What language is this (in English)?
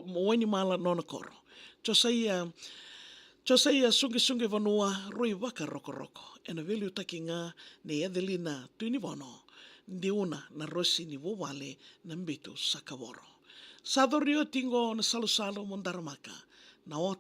Fijian